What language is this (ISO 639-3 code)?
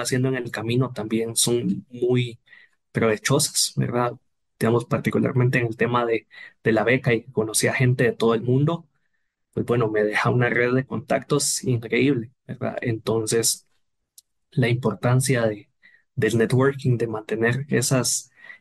spa